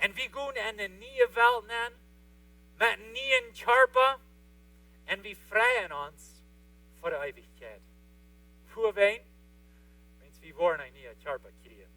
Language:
Plautdietsch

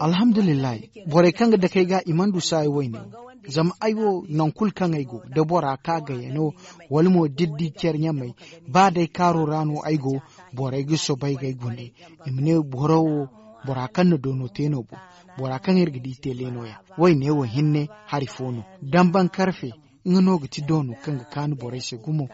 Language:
Zarma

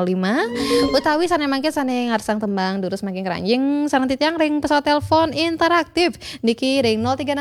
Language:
Balinese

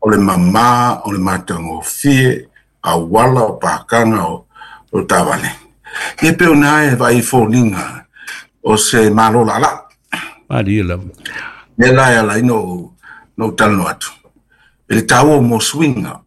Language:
Samoan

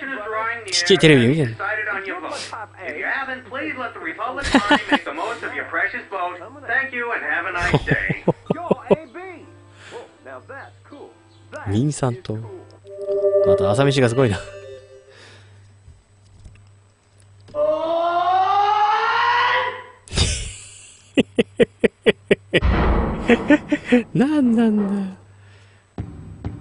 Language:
Japanese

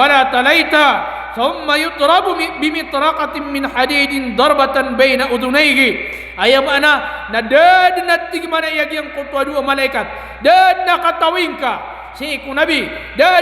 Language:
Maranao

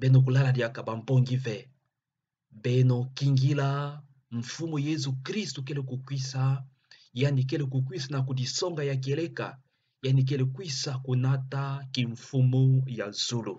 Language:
Kituba (Democratic Republic of Congo)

